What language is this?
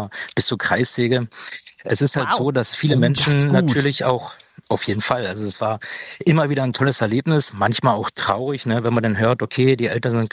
German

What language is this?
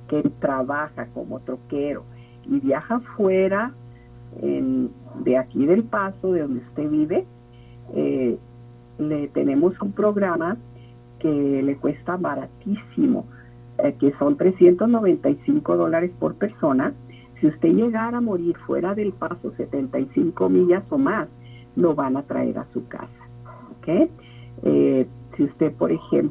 Spanish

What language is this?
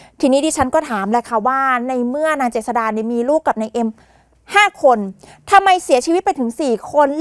Thai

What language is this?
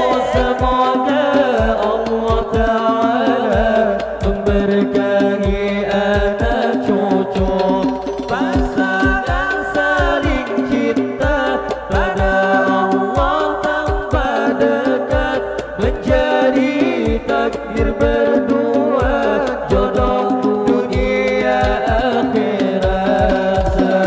Banjar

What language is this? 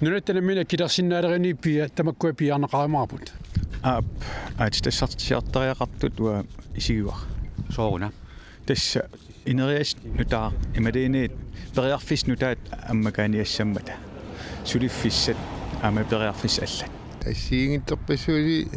Kalaallisut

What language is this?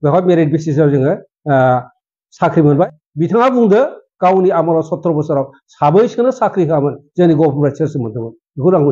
Bodo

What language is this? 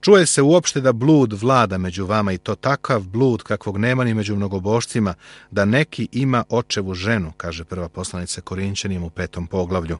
Serbian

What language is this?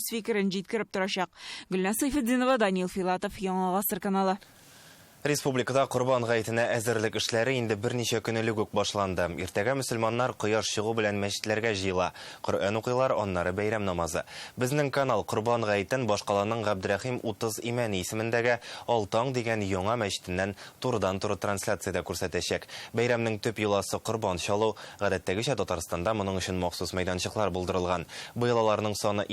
Tatar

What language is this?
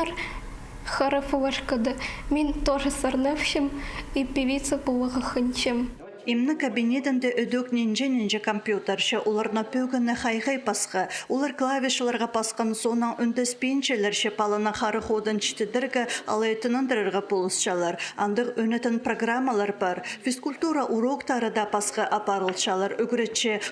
Khakas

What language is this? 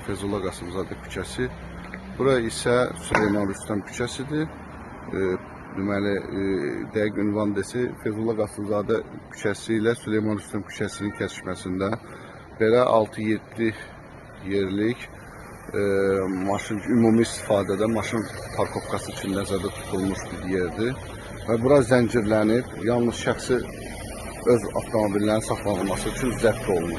Azerbaijani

